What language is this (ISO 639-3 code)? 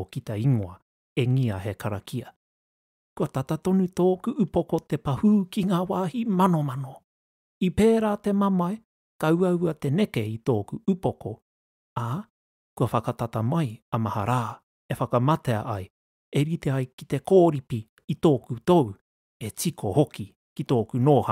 mri